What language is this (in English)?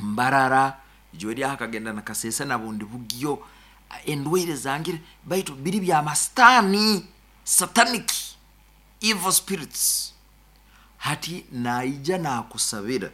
Nyoro